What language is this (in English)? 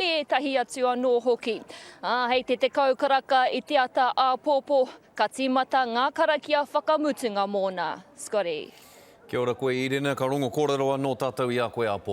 Māori